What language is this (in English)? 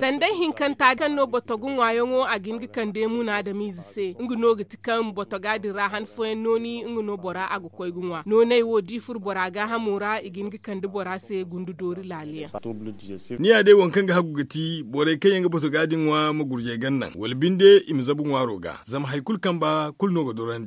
Zarma